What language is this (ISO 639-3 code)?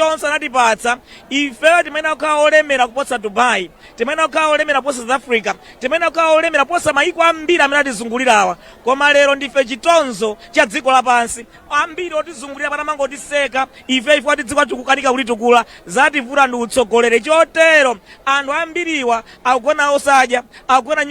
nya